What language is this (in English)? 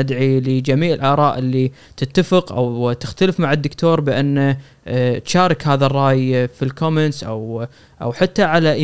Gulf Arabic